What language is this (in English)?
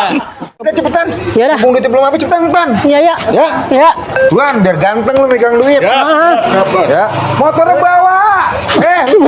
Betawi